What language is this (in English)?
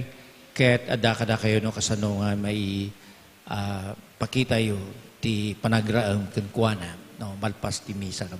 Iloko